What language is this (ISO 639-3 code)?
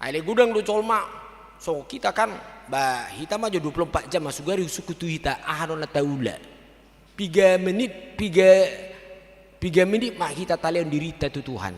bbc